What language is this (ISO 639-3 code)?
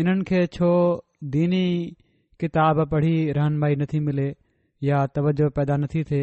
snd